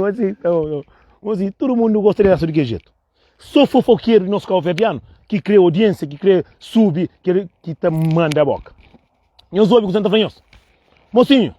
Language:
Kabuverdianu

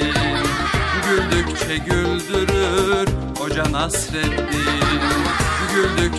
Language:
Turkish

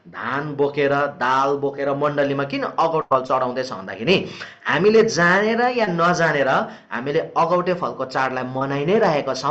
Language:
Nepali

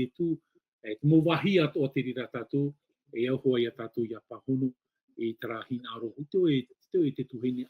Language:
Tahitian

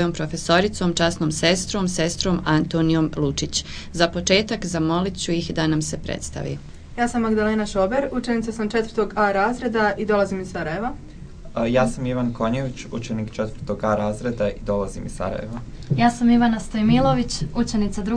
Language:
Croatian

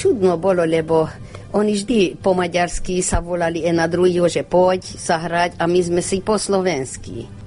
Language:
Slovak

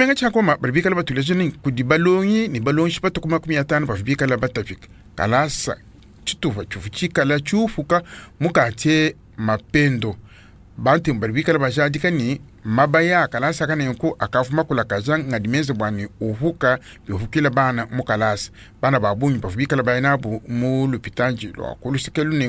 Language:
Luba-Lulua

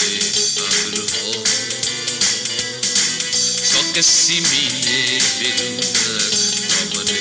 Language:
Persian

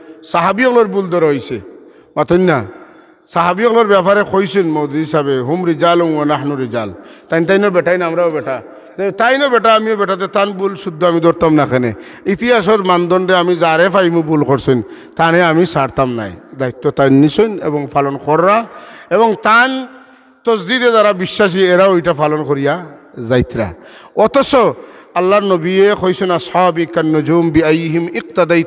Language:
Sylheti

